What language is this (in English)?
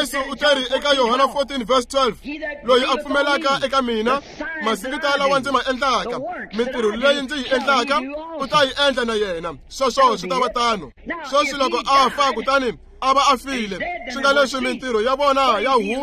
Tsonga